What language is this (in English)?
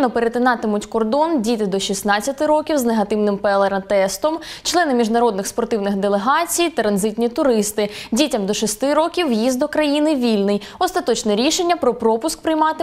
Ukrainian